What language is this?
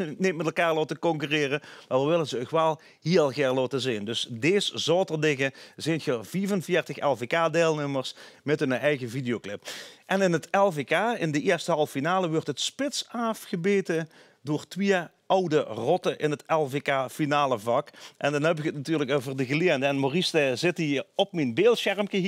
Limburgish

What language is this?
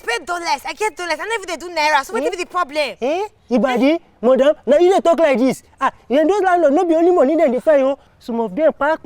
Nigerian Pidgin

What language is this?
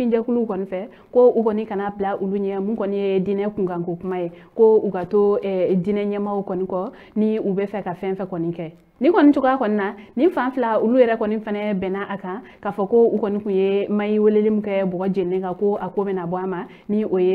Bambara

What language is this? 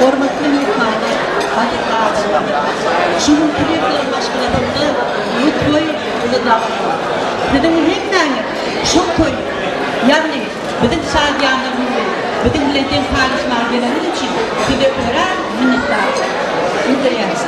Turkmen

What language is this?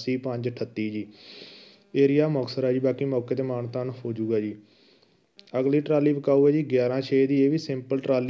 Punjabi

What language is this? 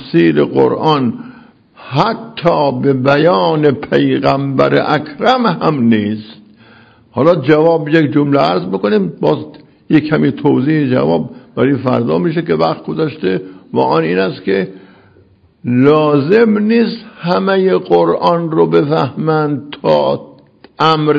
Persian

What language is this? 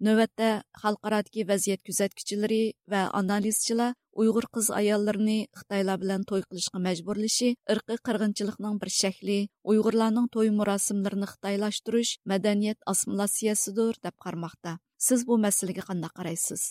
Uyghur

